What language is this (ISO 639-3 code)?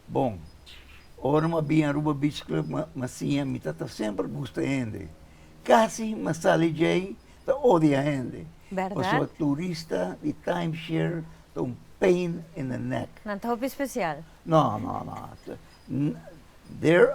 pap